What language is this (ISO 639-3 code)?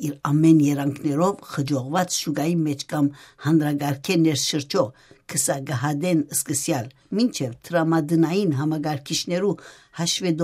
hyw